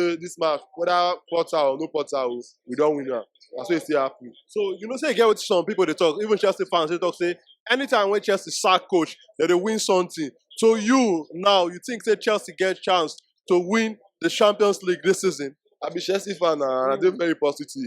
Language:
Nigerian Pidgin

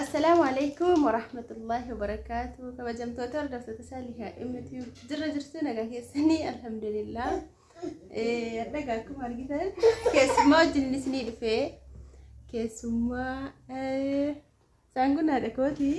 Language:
Oromo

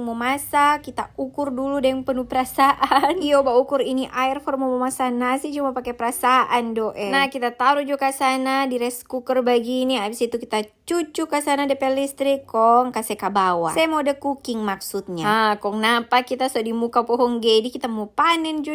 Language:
Manado Malay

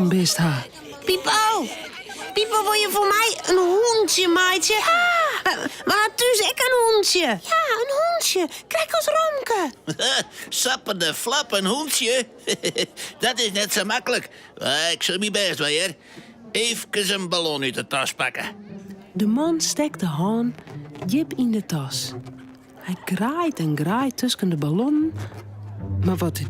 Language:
Western Frisian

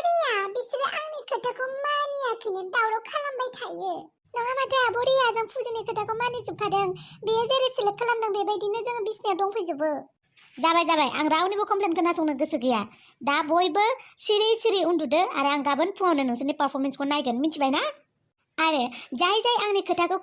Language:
Bodo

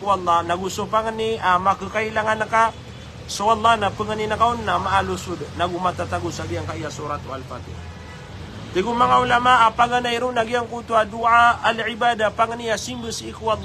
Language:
Maranao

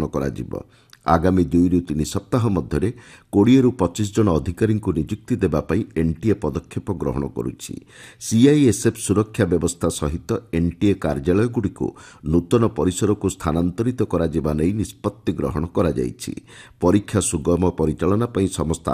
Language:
Odia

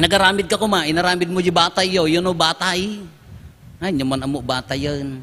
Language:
Iloko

